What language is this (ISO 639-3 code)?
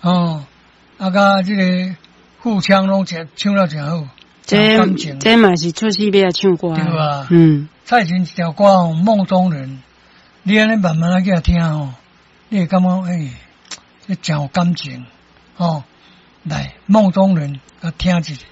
nan